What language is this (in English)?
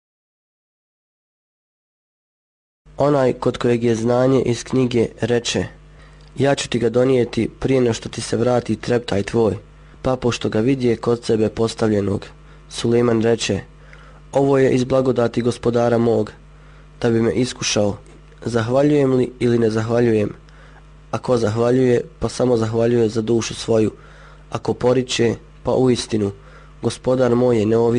Bosnian